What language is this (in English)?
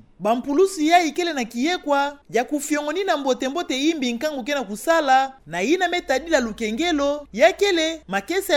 Kituba (Democratic Republic of Congo)